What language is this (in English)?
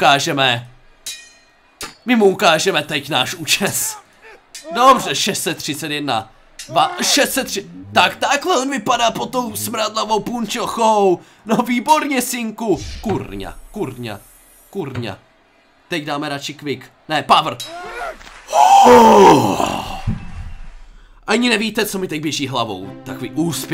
Czech